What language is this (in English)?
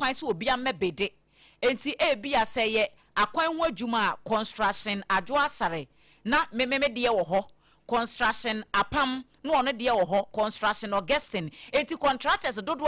Akan